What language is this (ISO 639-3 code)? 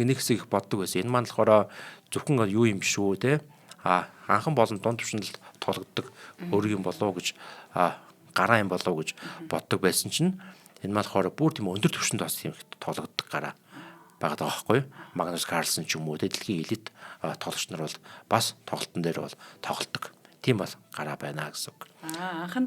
mon